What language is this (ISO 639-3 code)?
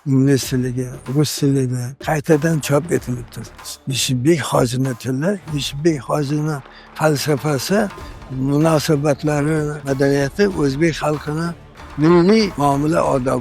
uzb